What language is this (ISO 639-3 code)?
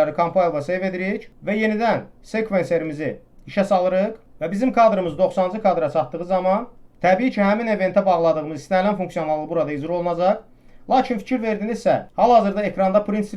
aze